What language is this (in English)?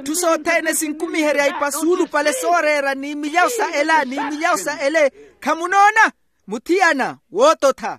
Makhuwa